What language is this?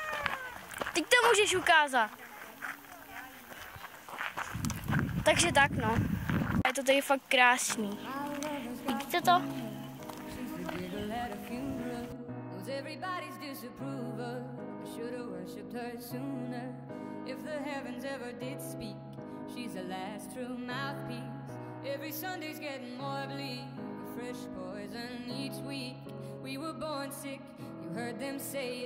Czech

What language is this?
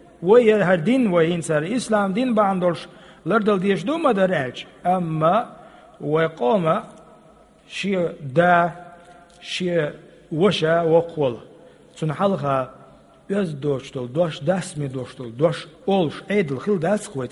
Chechen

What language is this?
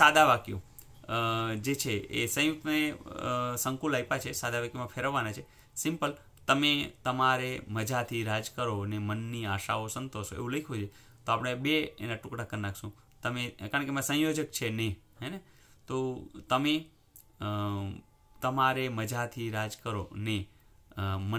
Gujarati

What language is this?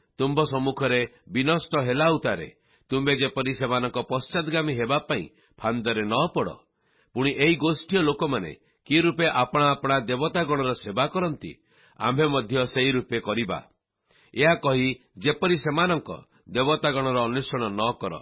Odia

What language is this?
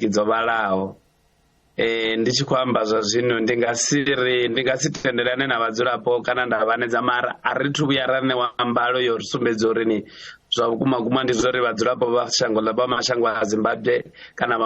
Venda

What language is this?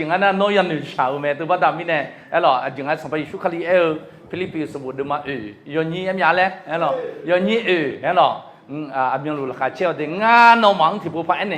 Akha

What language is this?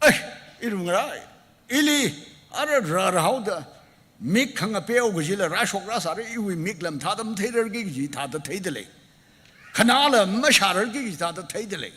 Tangkhul Naga (India)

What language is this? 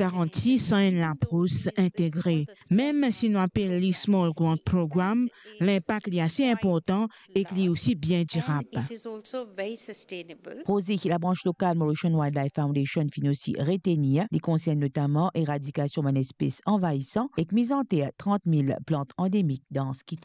Morisyen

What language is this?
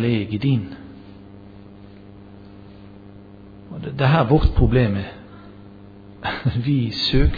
Norwegian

